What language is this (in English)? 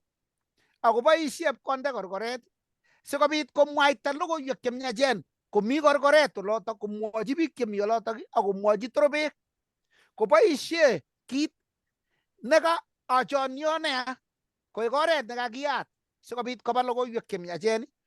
Kalenjin